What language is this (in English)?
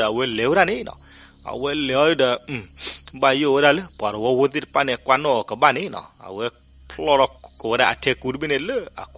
S'gaw Karen